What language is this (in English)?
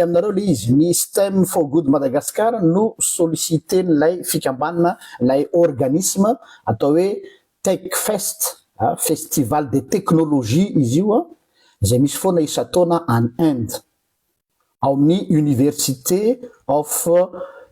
Malagasy